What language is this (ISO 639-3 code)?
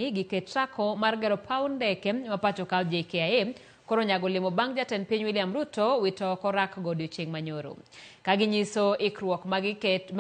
luo